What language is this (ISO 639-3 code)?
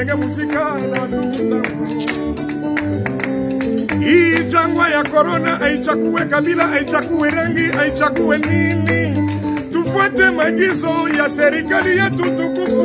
swa